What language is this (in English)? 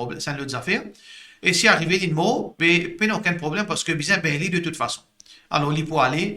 Morisyen